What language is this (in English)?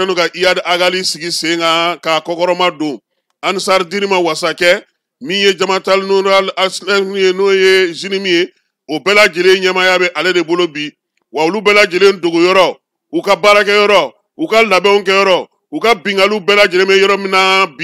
Bambara